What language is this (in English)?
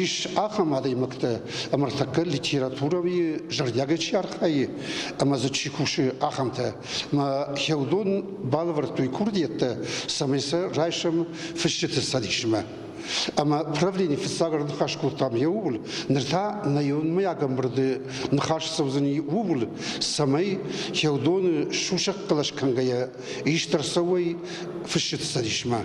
Ossetic